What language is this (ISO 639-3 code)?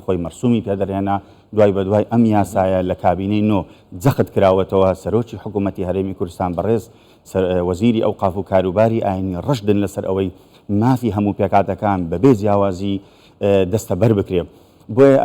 ckb